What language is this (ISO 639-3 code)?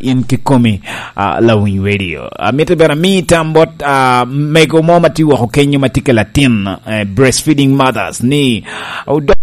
laj